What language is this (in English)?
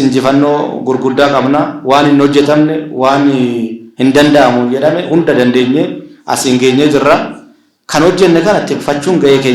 Oromo